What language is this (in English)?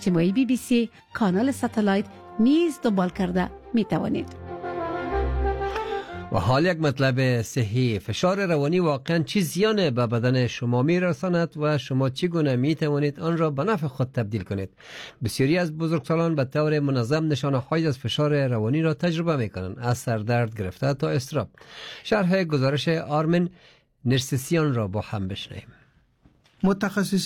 Persian